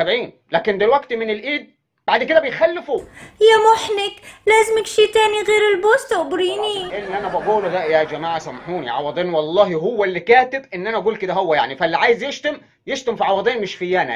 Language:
Egyptian Arabic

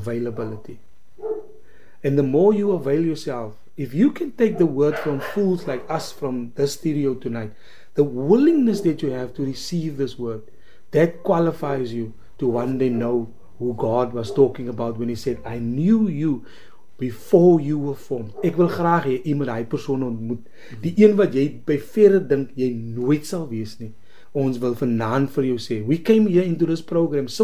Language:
Afrikaans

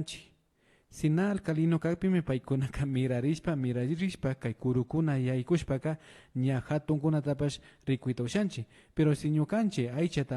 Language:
Imbabura Highland Quichua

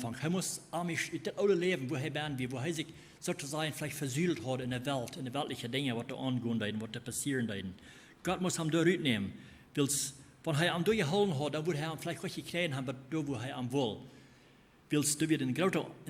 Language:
Plautdietsch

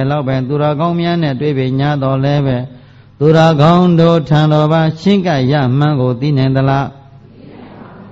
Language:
Burmese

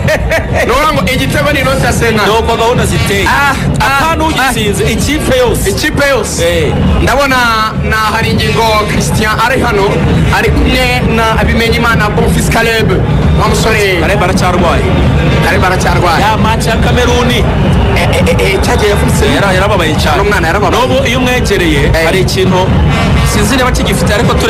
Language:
Kinyarwanda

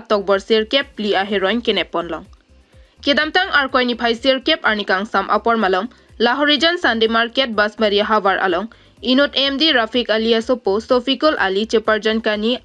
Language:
Karbi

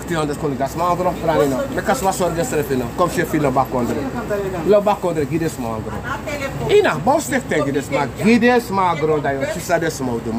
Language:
Sranan Tongo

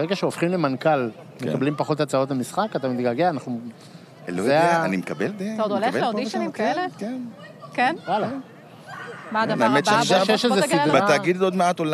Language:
Hebrew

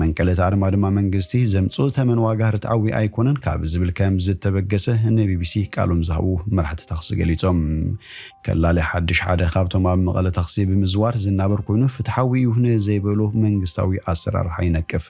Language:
Tigrinya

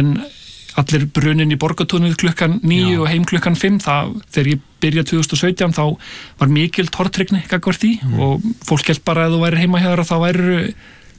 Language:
Icelandic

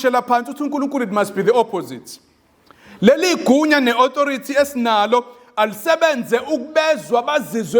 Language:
Zulu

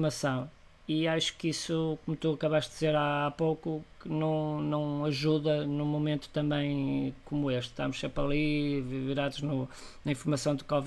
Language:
Portuguese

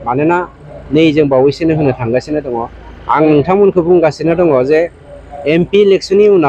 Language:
Bodo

